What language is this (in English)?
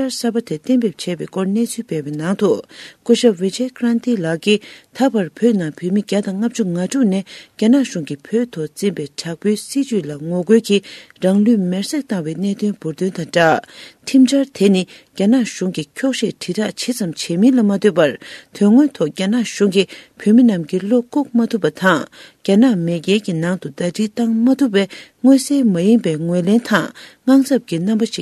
Tibetan